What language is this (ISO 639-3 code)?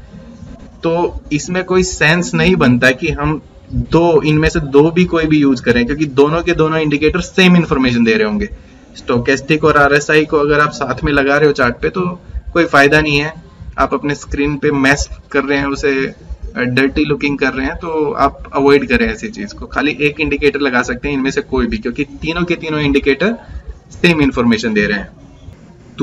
hin